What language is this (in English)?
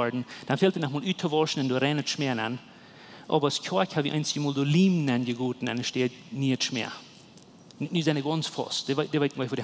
Plautdietsch